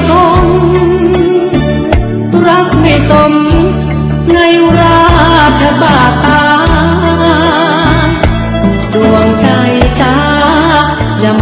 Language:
Thai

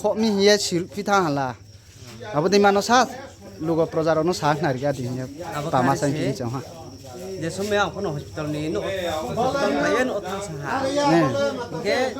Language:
Riang (India)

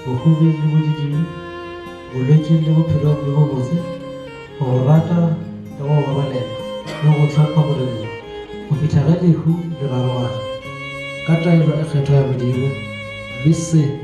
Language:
Northern Sotho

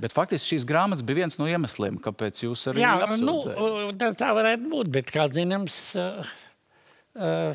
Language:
Latvian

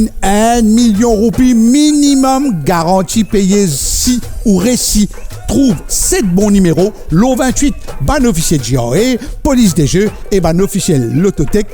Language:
Morisyen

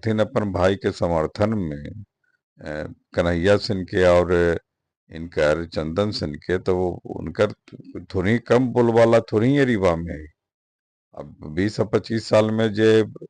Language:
Magahi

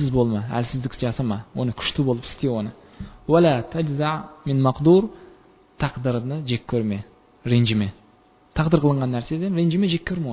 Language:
Kazakh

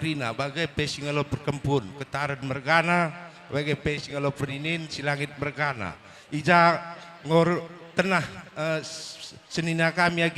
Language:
Batak Karo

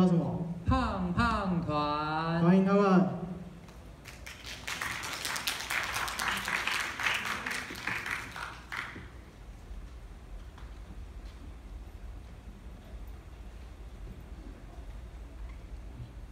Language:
Chinese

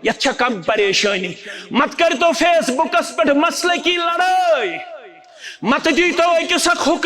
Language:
Kashmiri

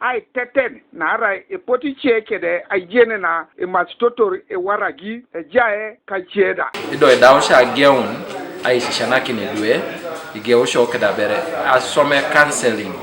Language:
Teso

